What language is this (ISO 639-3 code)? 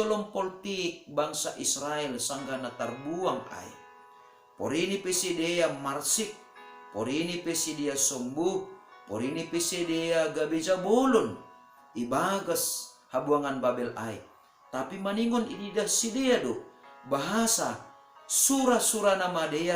bts